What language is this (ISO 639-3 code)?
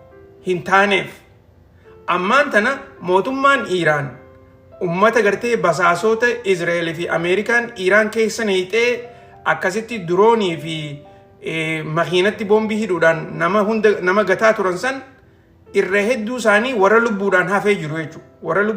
orm